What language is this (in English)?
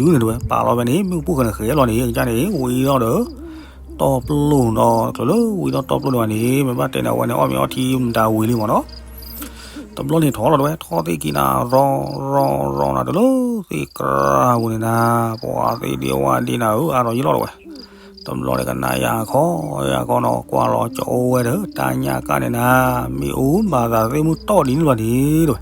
S'gaw Karen